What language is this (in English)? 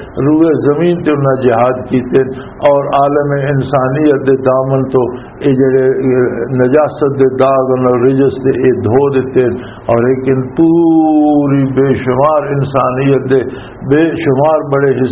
Western Panjabi